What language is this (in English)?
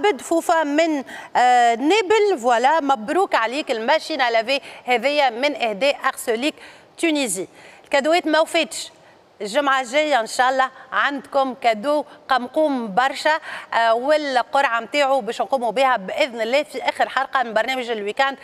Tunisian Arabic